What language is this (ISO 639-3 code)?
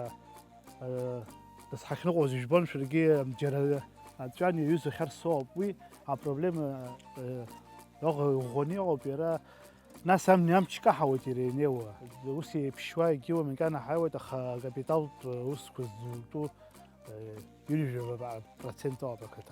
abk